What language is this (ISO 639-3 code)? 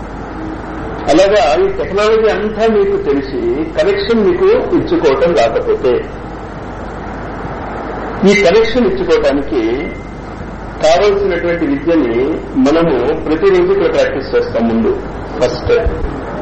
tel